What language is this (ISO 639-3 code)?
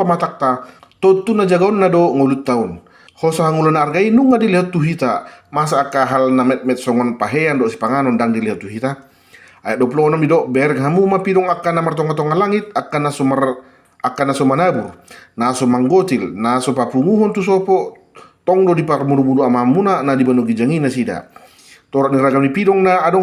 bbc